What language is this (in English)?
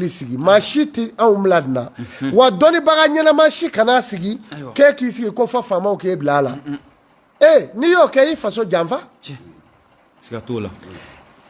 Bambara